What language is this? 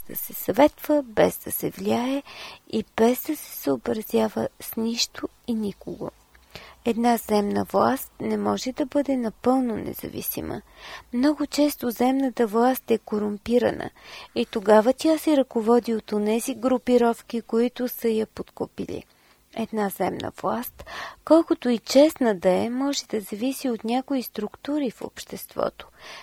Bulgarian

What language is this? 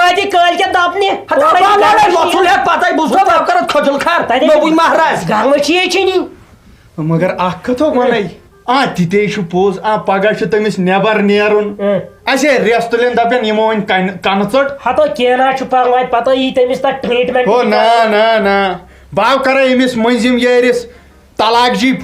Kashmiri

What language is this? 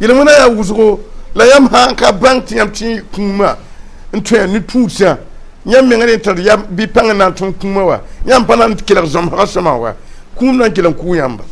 Mossi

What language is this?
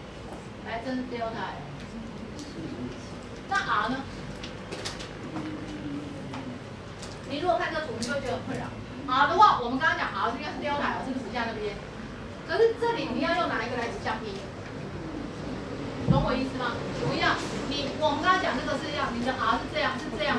Chinese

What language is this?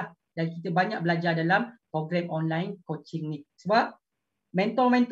Malay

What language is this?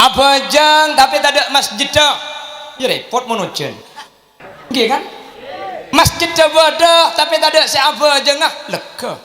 Madurese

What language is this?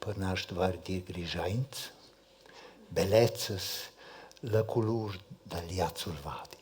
Romansh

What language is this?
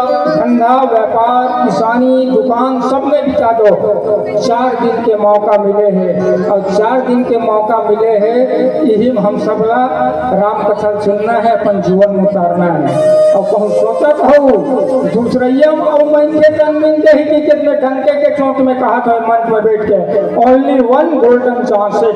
Chhattisgarhi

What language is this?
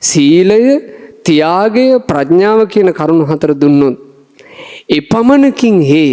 Sinhala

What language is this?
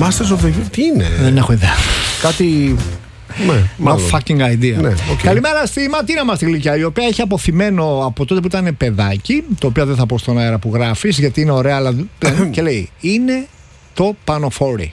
Greek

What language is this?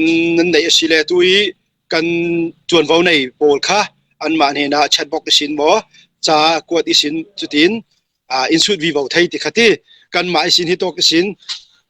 Falam Chin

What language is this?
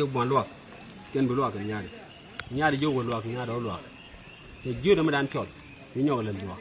Nuer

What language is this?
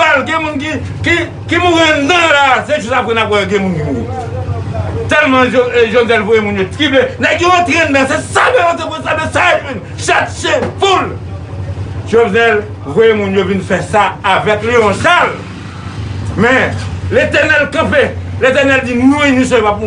Haitian Creole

